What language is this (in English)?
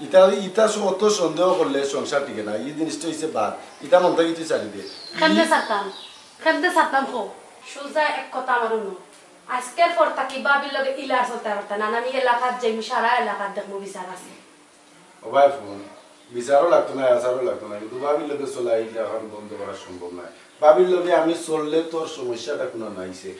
Sylheti